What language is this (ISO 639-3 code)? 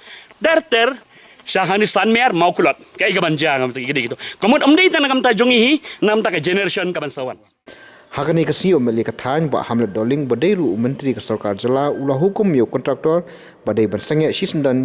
kha